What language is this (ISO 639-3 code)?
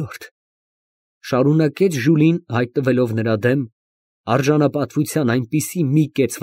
hye